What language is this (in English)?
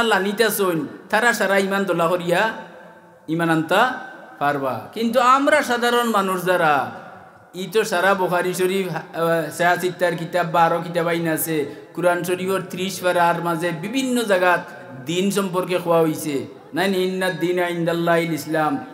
Sylheti